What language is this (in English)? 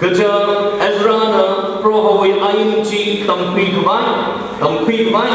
Tangkhul Naga (India)